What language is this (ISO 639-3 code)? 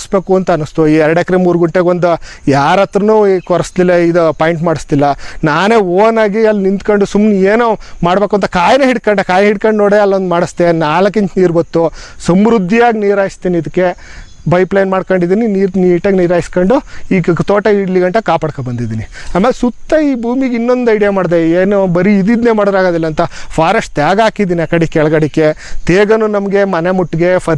kan